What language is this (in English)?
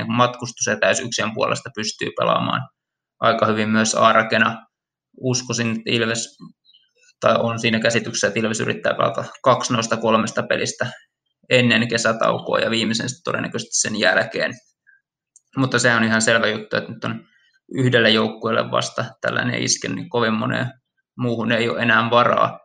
Finnish